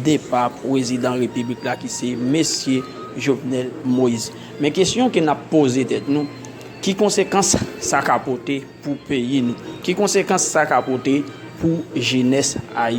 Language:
Haitian Creole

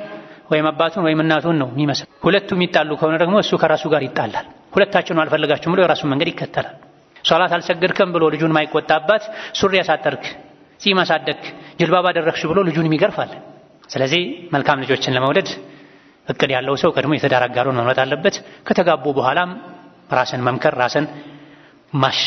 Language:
Amharic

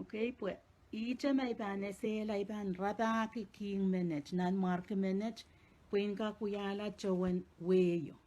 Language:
Pohnpeian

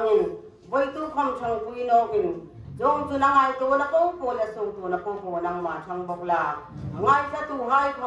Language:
Hmar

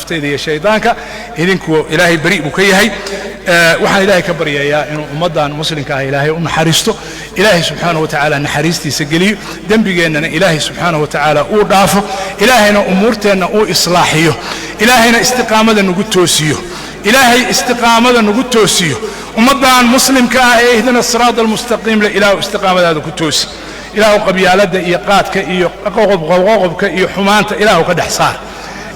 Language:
Somali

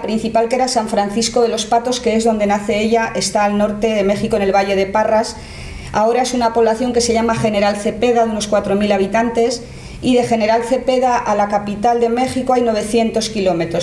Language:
Spanish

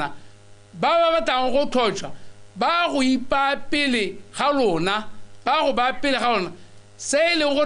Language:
Tswana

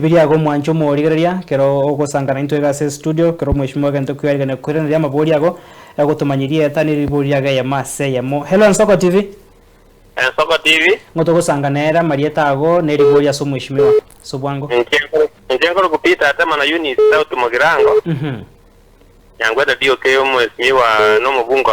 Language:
Gusii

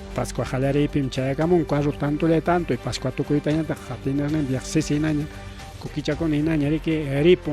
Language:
Ayacucho Quechua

